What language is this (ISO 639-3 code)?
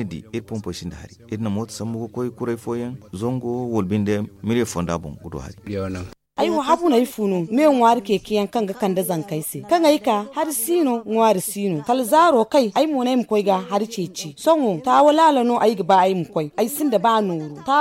dje